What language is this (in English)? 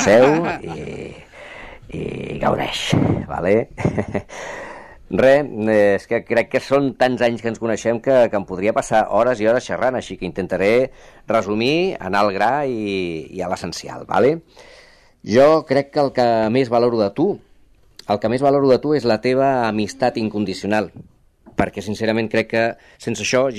Catalan